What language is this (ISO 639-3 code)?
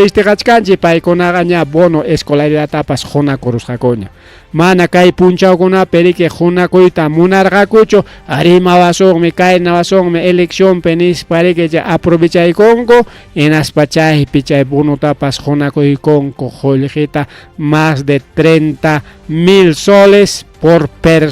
quy